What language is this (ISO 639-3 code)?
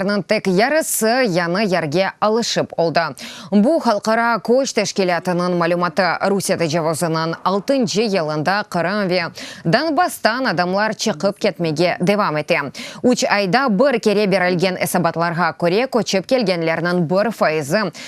crh